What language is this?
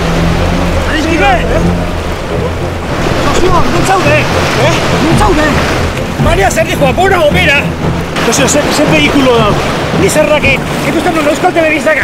Basque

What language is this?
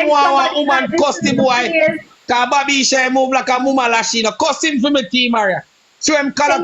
Jamaican Creole English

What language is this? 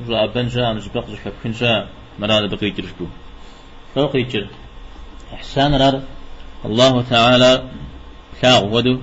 Kabardian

